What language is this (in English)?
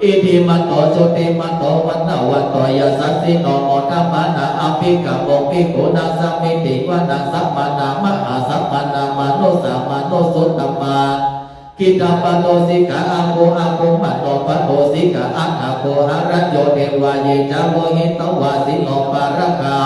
Pali